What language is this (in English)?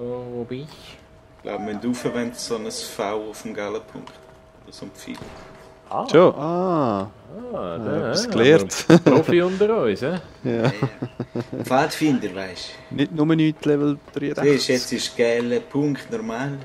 Swiss German